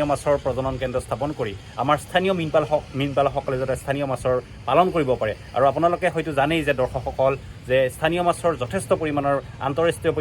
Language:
Assamese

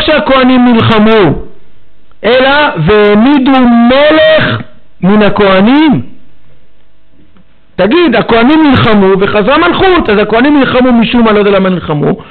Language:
Hebrew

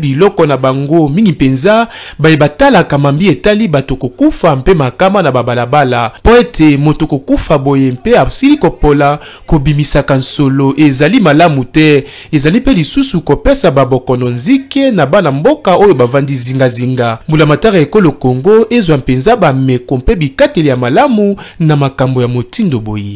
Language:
Lingala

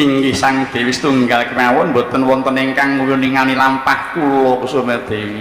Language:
Javanese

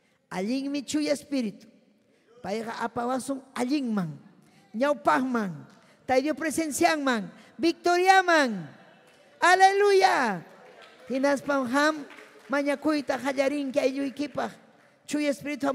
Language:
Ayacucho Quechua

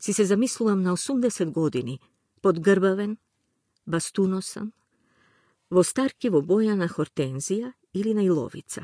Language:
Macedonian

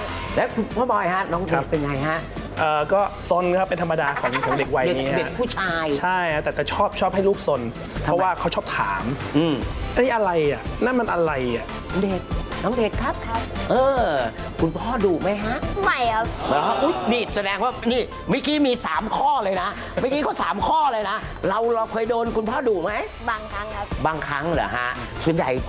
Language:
Thai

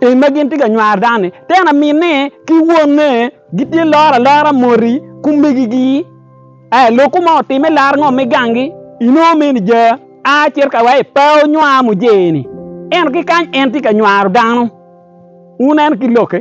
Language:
Acoli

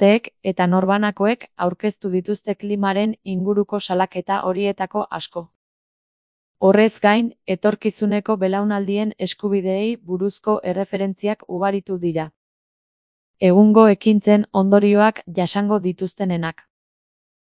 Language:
Basque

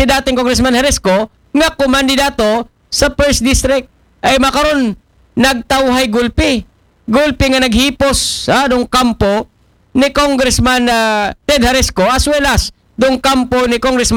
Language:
Aklanon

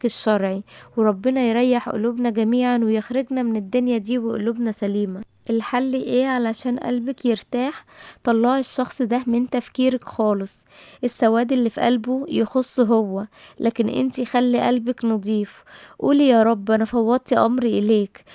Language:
Egyptian Arabic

